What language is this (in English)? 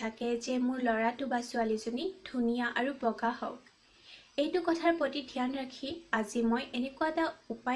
Assamese